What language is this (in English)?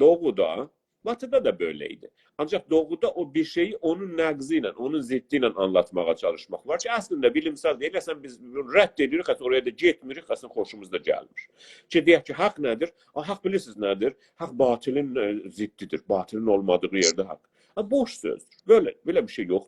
South Azerbaijani